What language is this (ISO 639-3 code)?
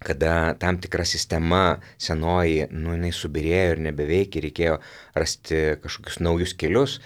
lit